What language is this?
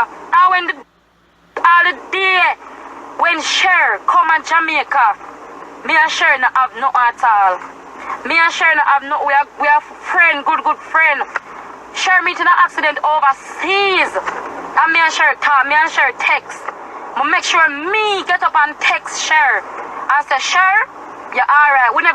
Jamaican Creole English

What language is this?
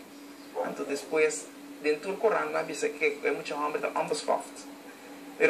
Papiamento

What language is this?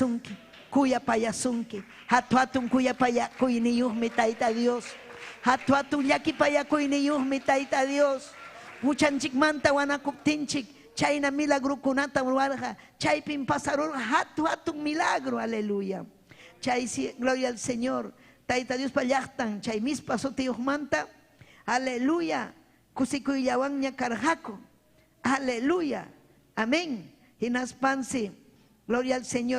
Ayacucho Quechua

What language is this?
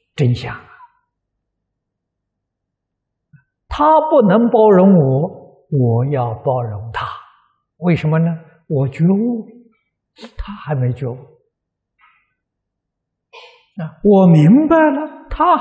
Chinese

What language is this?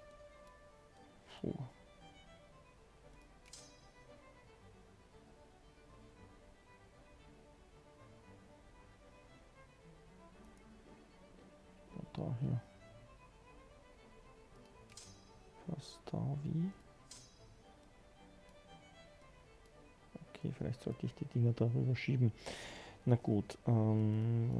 German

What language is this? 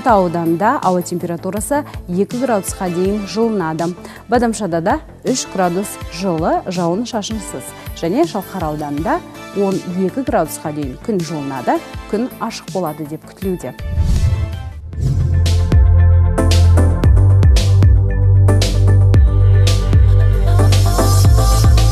Kazakh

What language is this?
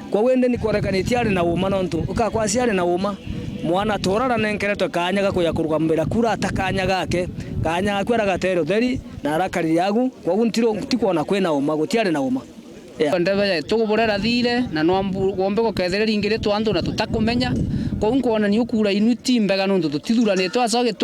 Meru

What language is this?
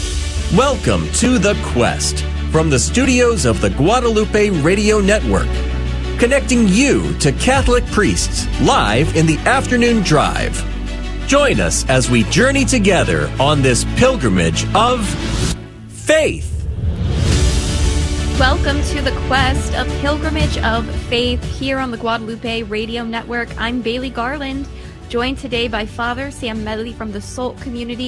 English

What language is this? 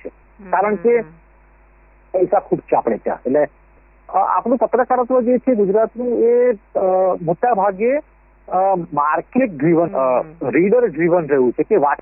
Gujarati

